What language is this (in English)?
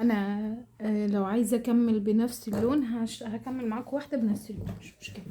Egyptian Arabic